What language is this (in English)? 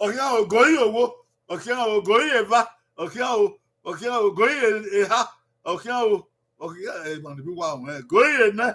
Bini